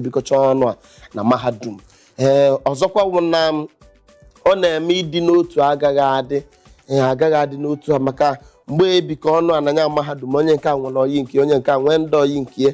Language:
Igbo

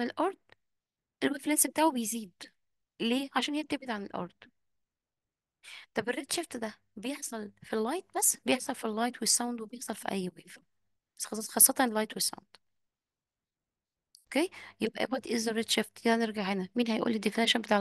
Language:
Egyptian Arabic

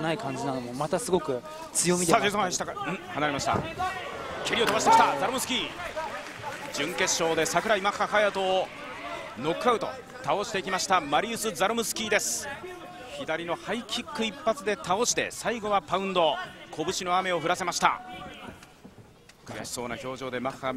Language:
Japanese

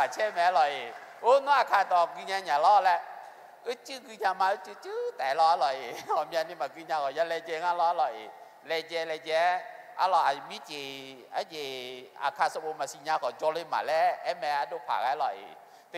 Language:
Akha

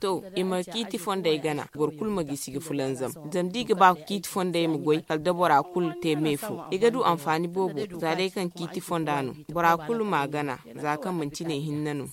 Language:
Zarma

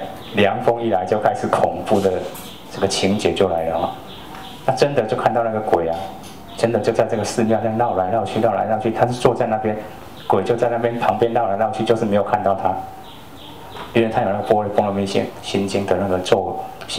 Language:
Chinese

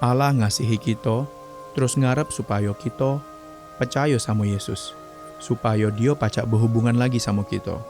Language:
Musi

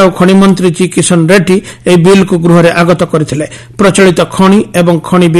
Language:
Odia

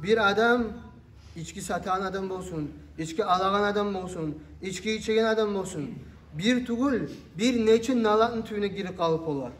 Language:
Kumyk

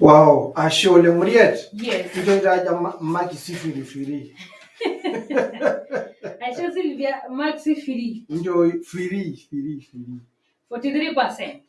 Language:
Masai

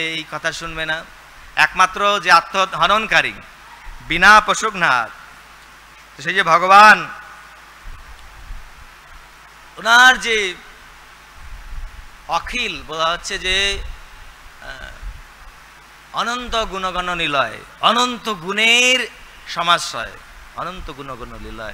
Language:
Bangla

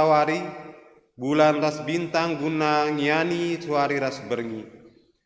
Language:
Batak Karo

